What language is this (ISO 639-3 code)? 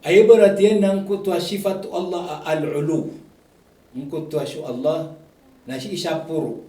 mrw